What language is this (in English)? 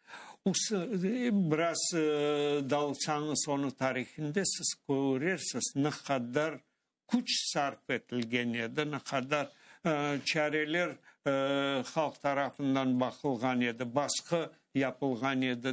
Crimean Tatar